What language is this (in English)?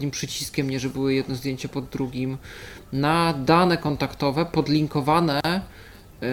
Polish